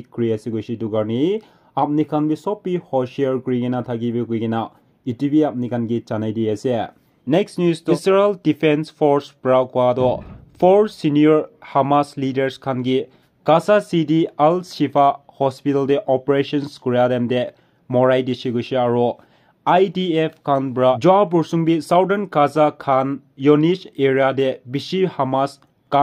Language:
Naga Pidgin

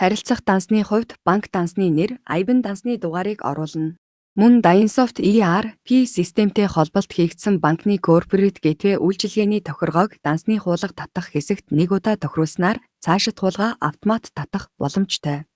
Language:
Mongolian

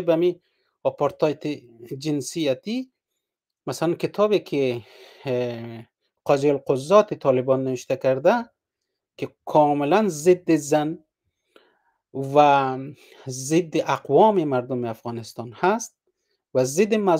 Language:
Persian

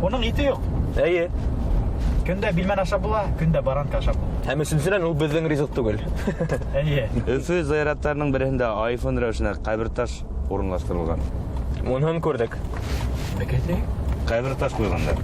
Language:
Bashkir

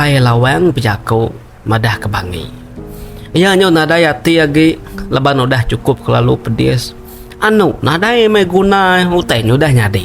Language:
Iban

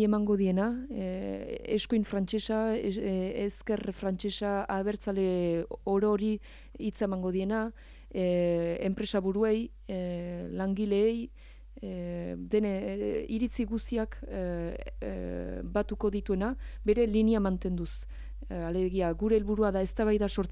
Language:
Basque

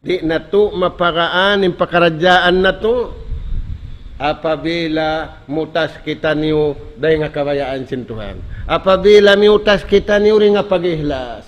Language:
Tausug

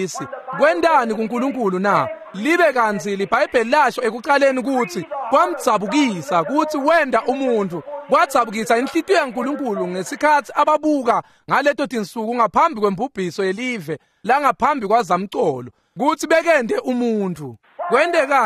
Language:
Swati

